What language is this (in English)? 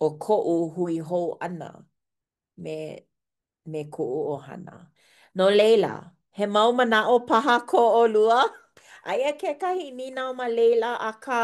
Hawaiian